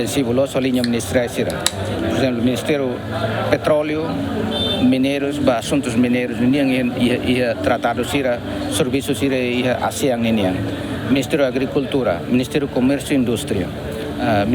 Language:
Tetum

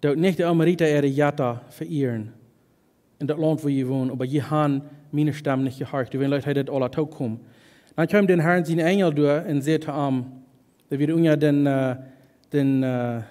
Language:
Plautdietsch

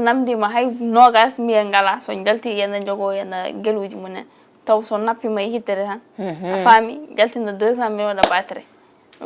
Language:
Fula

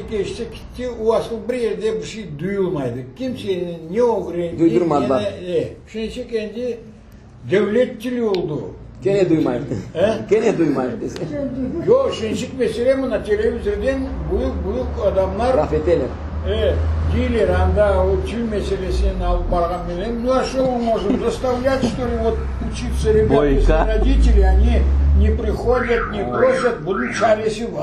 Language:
Crimean Tatar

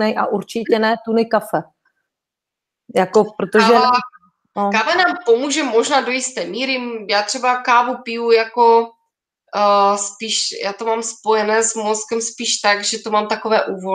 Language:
Czech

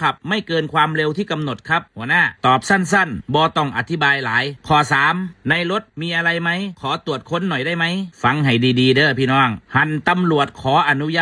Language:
Northeastern Thai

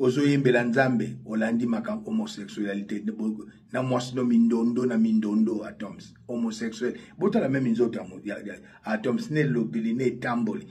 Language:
Lingala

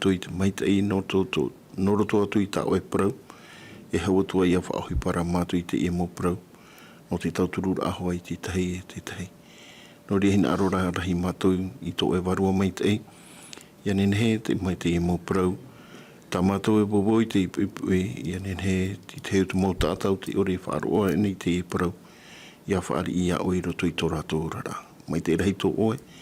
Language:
Tahitian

